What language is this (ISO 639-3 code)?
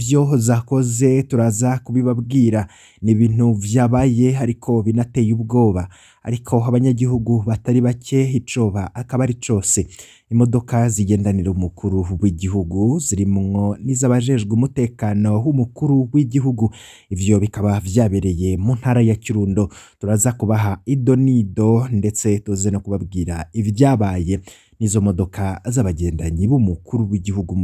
run